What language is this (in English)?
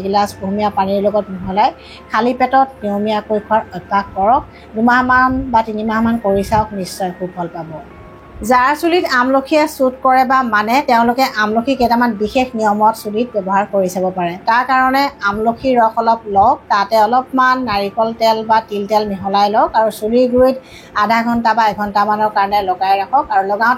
Assamese